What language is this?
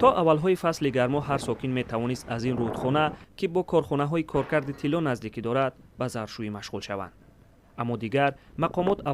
Tajik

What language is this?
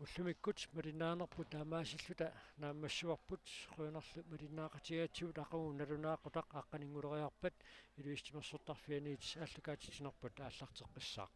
Kalaallisut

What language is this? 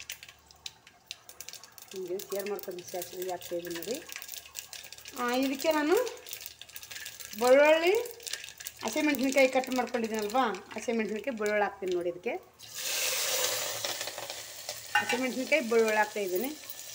Kannada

